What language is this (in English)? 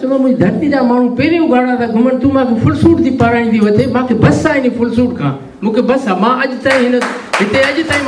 Sindhi